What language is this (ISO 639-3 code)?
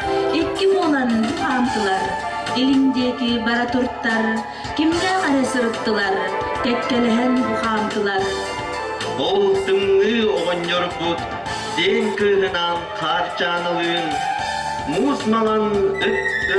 sah